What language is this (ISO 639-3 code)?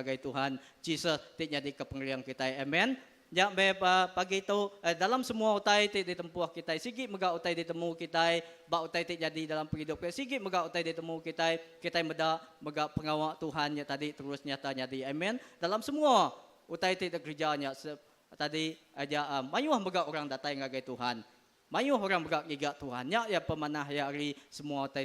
iba